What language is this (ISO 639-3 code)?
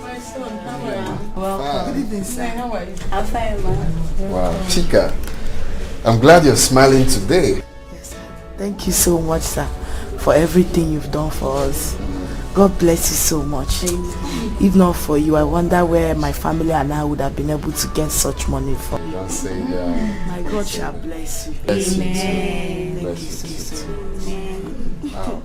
pcm